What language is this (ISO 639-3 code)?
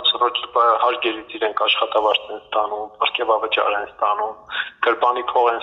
hye